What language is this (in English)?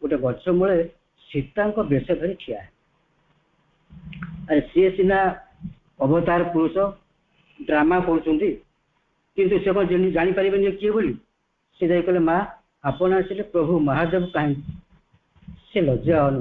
Odia